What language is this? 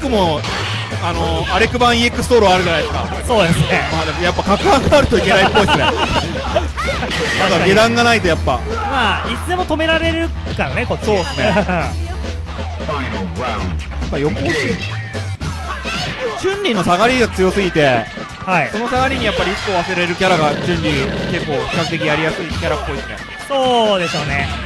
Japanese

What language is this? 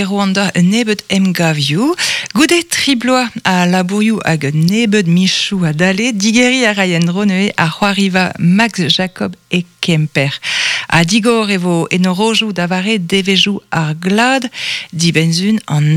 Breton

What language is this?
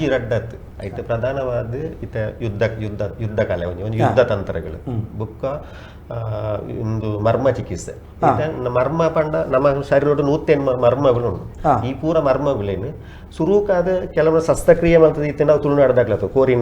Tulu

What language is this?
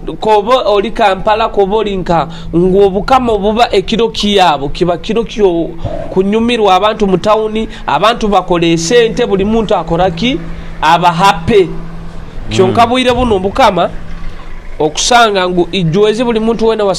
Nyoro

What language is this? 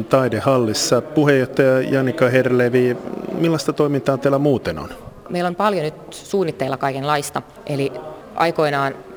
Finnish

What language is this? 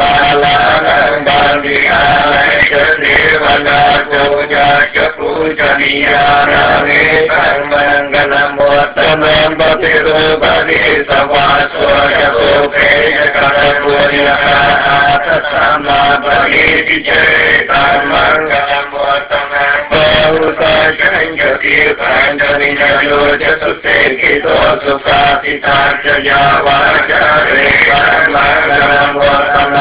Vietnamese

